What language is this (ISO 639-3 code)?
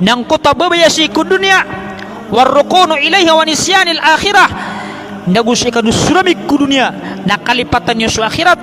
mrw